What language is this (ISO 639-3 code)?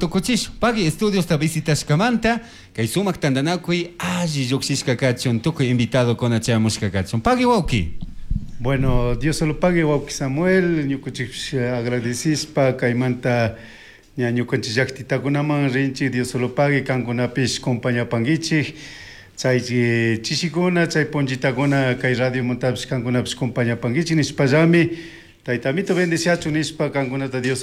qug